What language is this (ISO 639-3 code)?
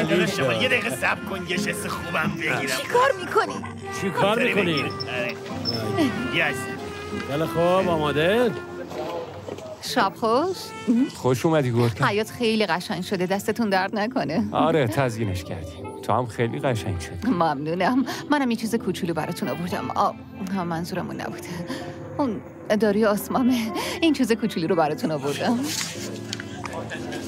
fas